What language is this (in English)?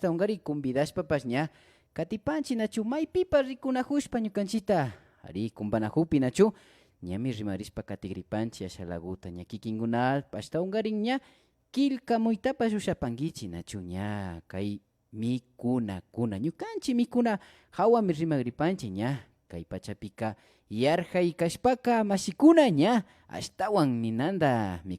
Imbabura Highland Quichua